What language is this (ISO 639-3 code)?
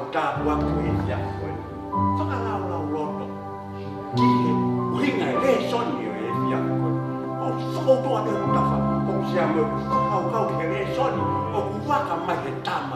ton